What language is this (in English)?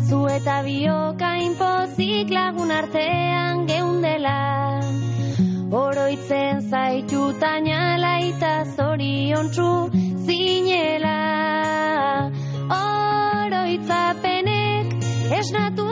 Basque